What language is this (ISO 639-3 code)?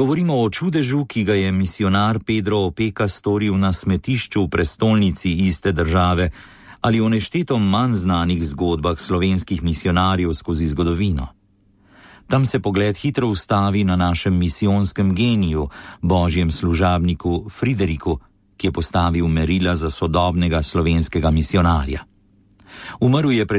slv